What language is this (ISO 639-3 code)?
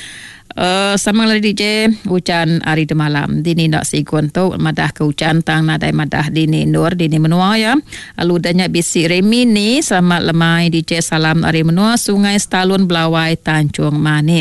iba